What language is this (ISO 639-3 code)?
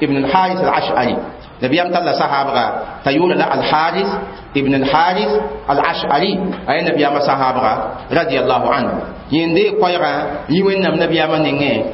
mos